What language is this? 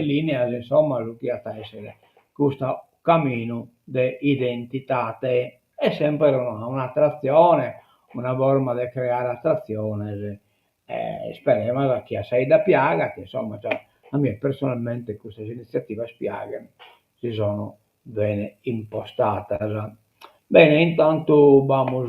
Sardinian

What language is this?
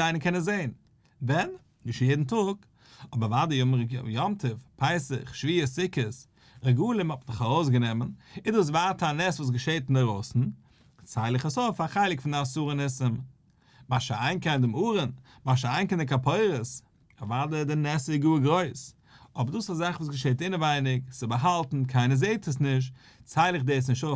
Yiddish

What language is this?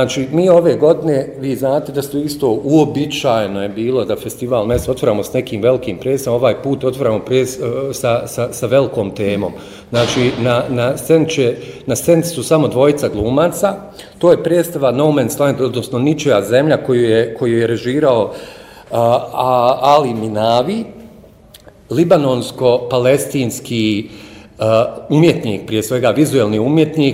Bosnian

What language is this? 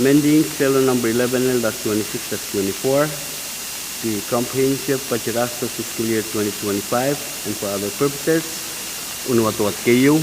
Pohnpeian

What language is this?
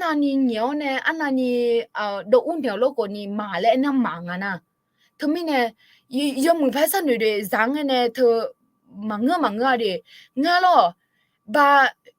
Akha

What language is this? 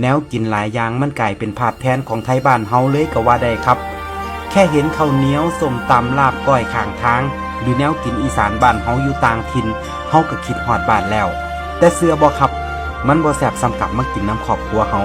Northeastern Thai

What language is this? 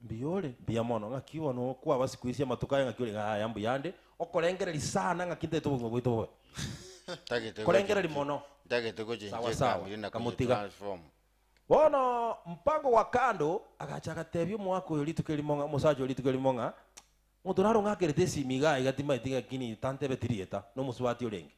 Gusii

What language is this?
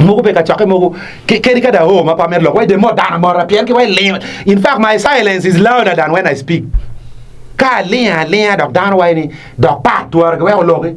Acoli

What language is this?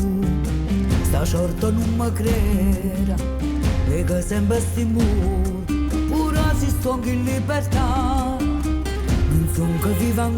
Neapolitan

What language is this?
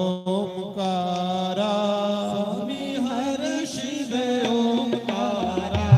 Dogri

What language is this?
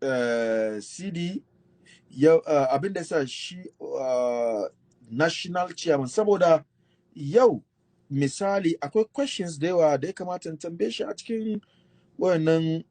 Hausa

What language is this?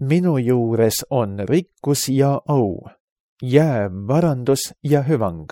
Estonian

